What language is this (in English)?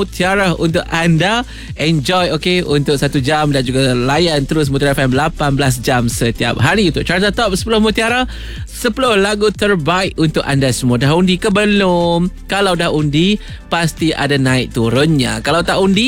Malay